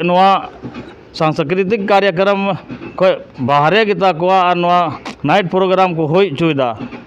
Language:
Santali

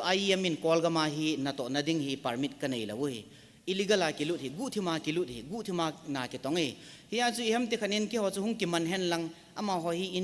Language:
Thado Chin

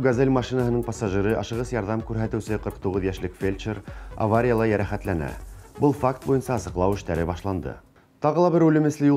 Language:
Bashkir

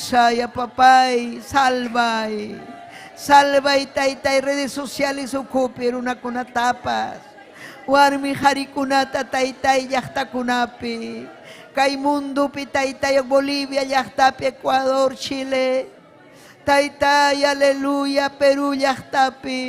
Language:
Ayacucho Quechua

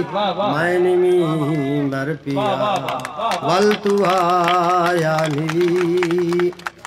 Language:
Saraiki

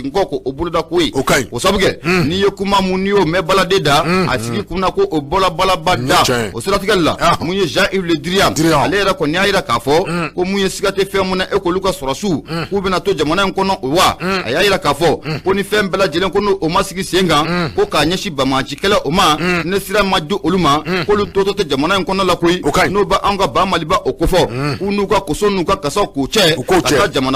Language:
Bambara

